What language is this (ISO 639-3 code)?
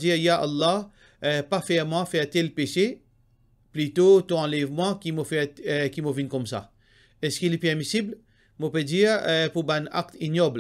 mfe